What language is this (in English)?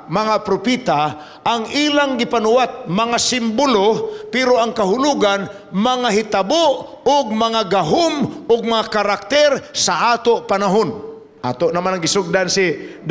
Cebuano